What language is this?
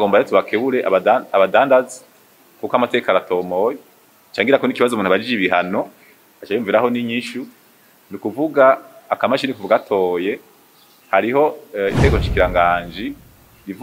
Rundi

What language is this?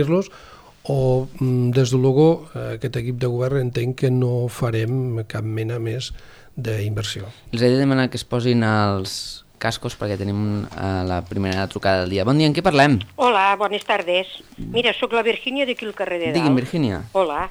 Catalan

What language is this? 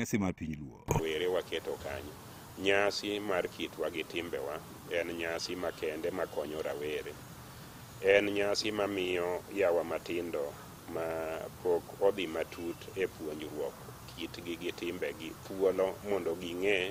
Luo (Kenya and Tanzania)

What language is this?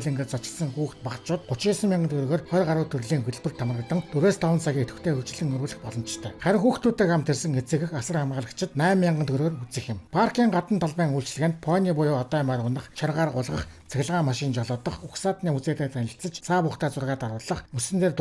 Mongolian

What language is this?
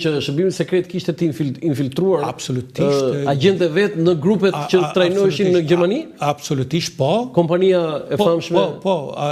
Albanian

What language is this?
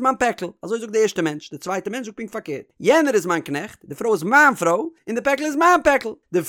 Yiddish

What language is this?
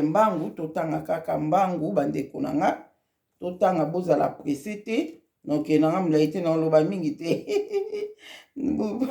Lingala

